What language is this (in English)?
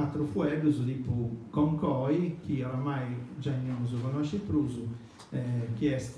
Sardinian